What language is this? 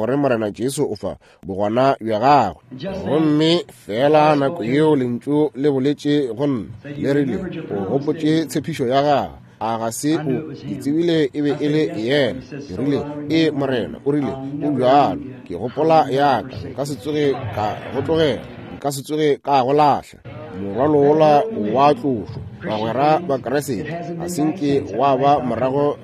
Northern Sotho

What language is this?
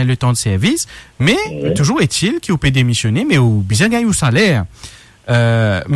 Morisyen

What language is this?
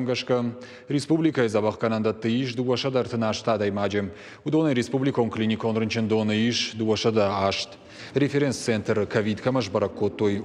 Ossetic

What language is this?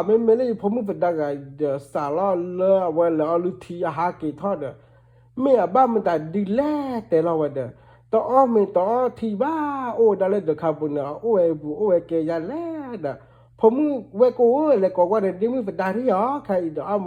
S'gaw Karen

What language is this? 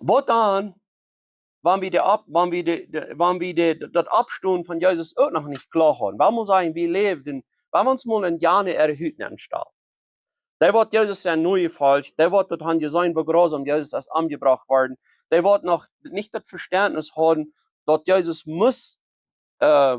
Plautdietsch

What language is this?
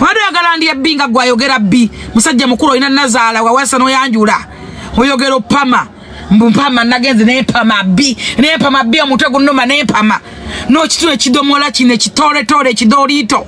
Ganda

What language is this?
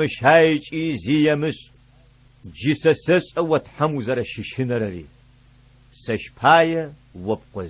Adyghe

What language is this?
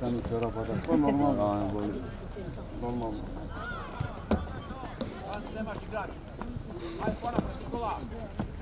Croatian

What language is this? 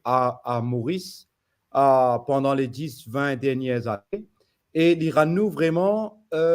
Morisyen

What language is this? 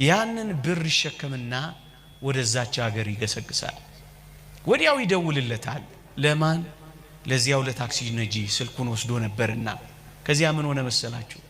Amharic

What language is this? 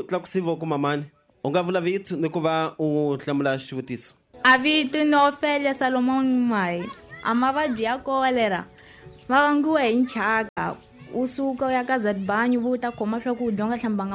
Tsonga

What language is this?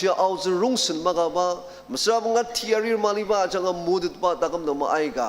Ao Naga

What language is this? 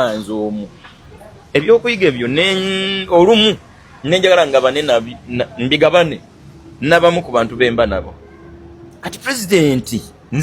Ganda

